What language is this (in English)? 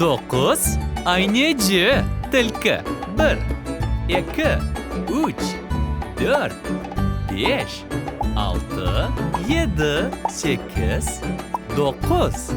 Crimean Tatar